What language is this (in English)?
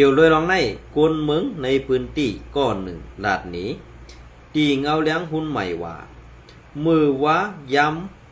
Shan